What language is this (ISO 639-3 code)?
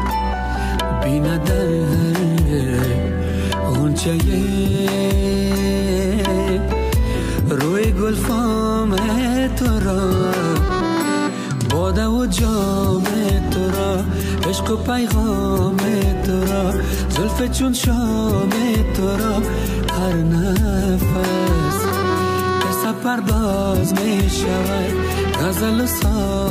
fas